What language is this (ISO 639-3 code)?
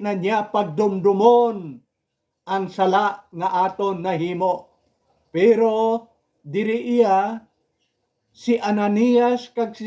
hil